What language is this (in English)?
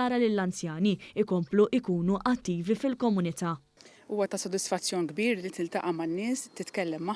Maltese